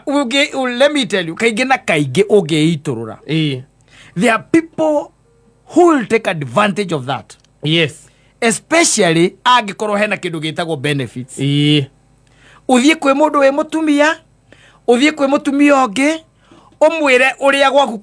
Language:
Kikuyu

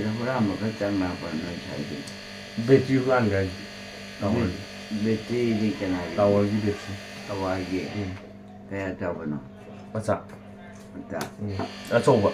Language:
Manipuri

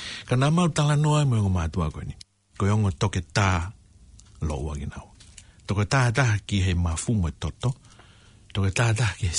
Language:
Tongan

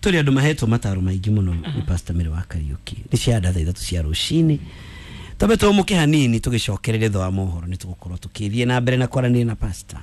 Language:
Kikuyu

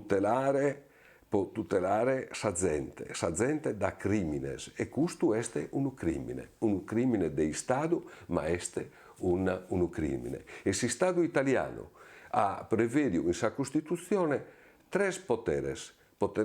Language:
Sardinian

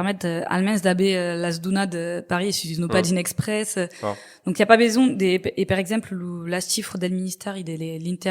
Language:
Occitan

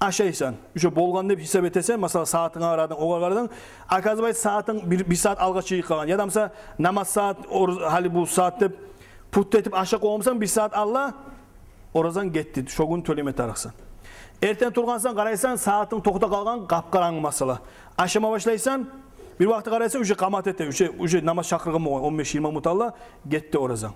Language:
Kumyk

